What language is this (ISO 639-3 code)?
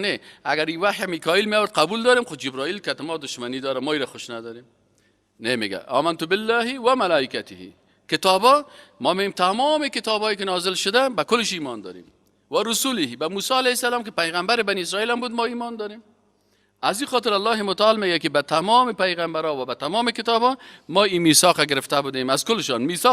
fas